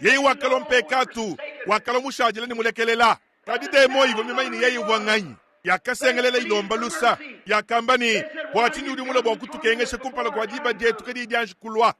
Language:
Luba-Lulua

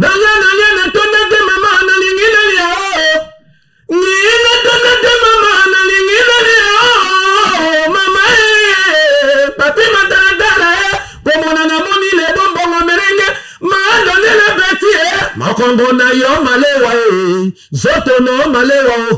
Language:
Lingala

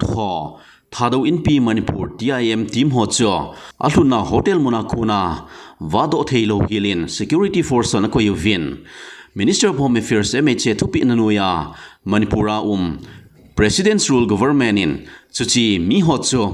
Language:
Thado Chin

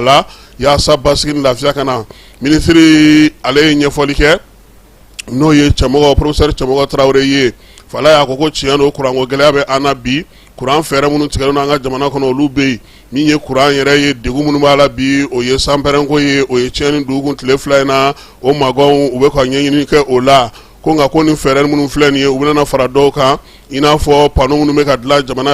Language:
Bambara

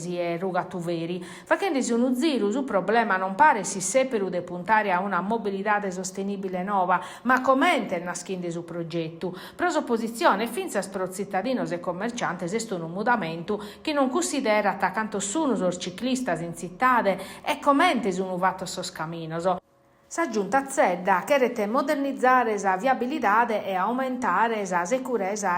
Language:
Sardinian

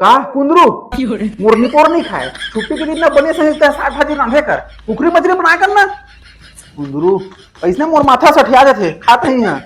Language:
Chhattisgarhi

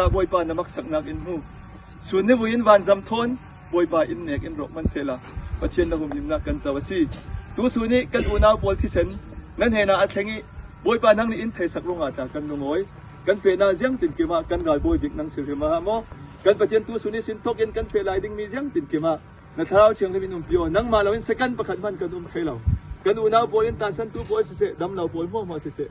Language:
Falam Chin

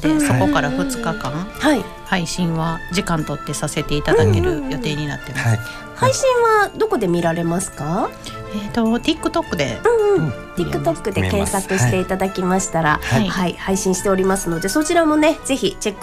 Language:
Japanese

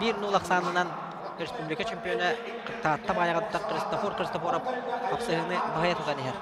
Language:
Yakut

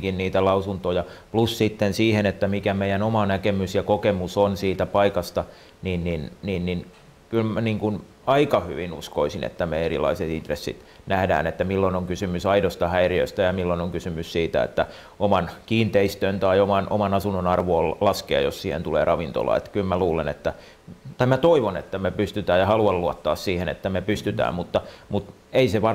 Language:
Finnish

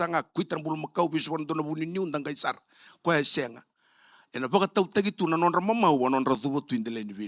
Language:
Fijian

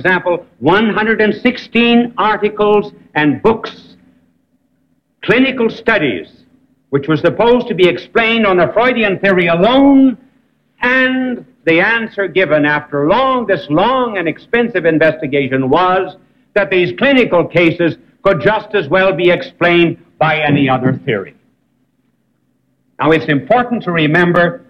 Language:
English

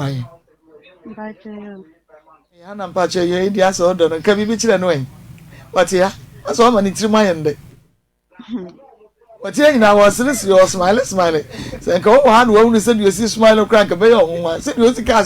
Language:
Akan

